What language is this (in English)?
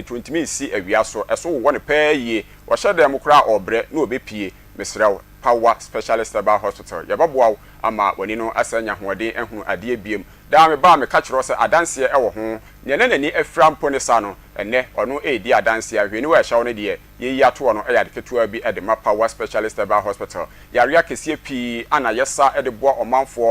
Akan